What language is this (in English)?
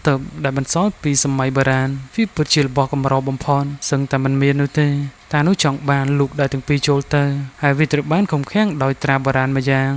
Khmer